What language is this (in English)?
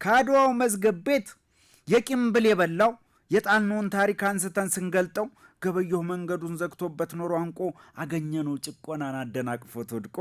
Amharic